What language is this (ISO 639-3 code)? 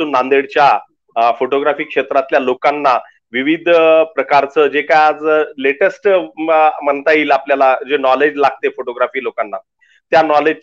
mar